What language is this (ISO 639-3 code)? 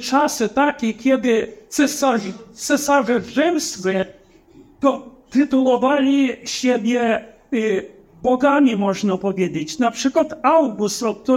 pol